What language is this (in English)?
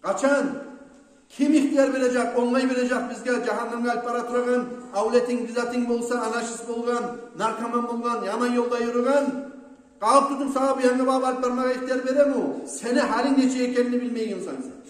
Kumyk